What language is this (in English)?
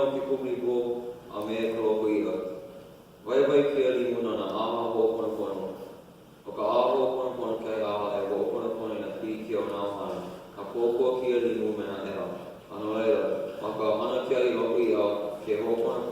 Hawaiian